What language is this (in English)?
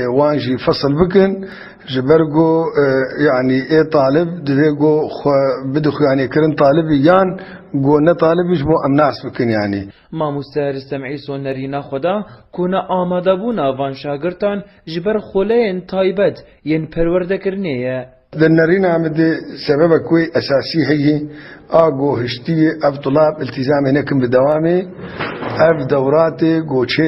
Kurdish